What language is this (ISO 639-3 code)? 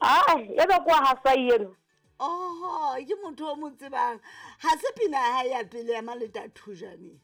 sot